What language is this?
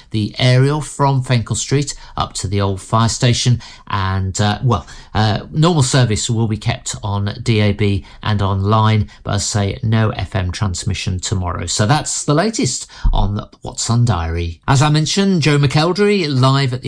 English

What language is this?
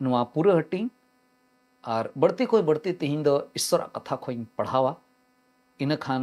Santali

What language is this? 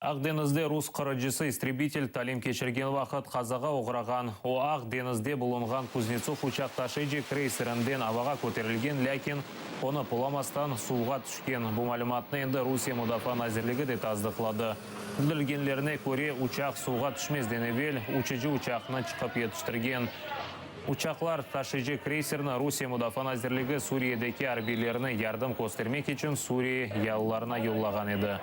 Crimean Tatar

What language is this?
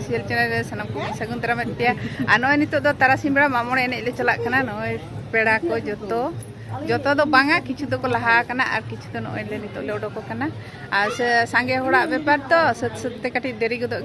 Santali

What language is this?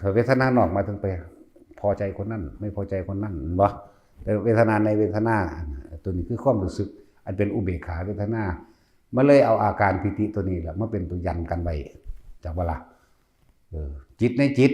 Northeastern Thai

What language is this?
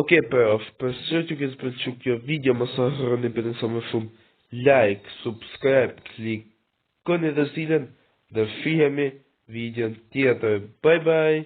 Albanian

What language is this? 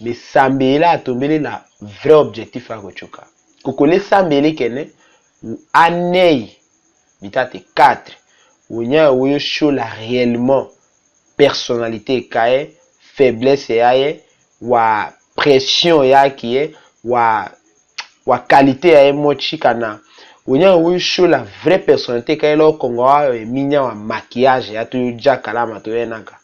Tetela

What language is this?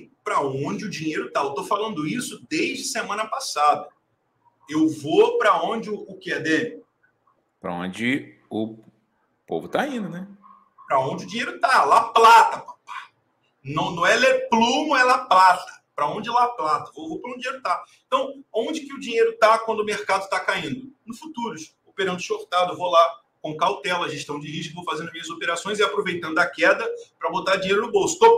Portuguese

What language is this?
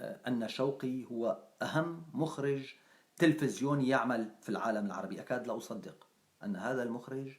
North Levantine Arabic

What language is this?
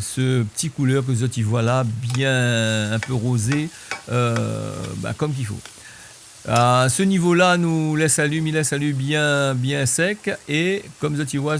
Réunion Creole French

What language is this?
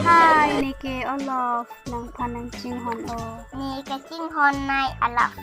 Karbi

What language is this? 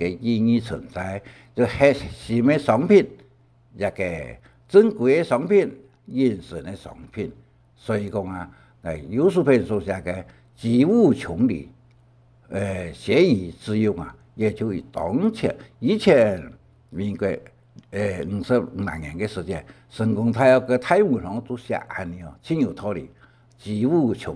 Hakka Chinese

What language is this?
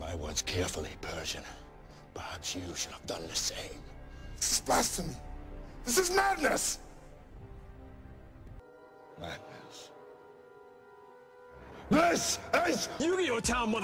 English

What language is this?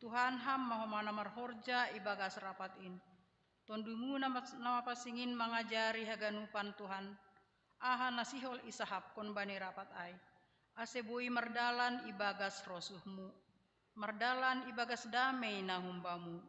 Batak Simalungun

